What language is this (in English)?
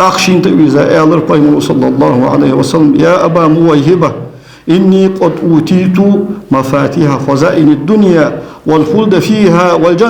Ingush